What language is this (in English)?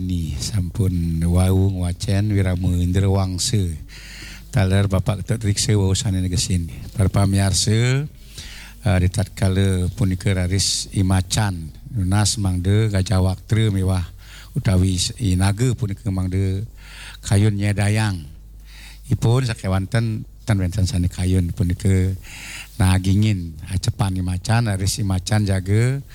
Balinese